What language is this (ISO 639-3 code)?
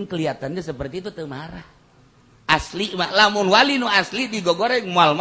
sun